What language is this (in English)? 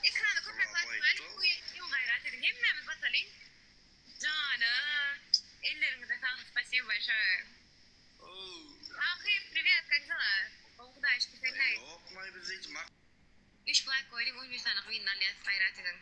Turkmen